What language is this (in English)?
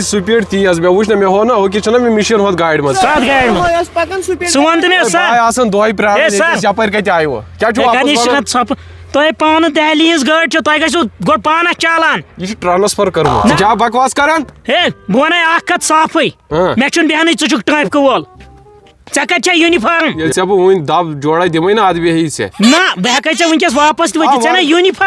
Kashmiri